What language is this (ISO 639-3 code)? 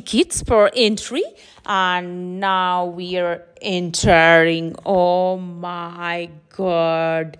eng